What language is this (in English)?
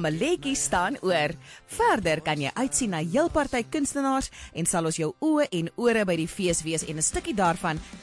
Afrikaans